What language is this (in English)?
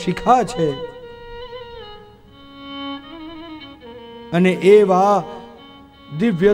Gujarati